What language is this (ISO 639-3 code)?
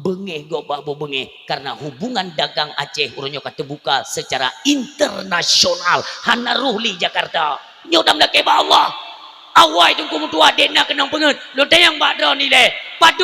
ace